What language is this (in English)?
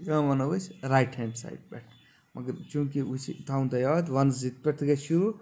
Kashmiri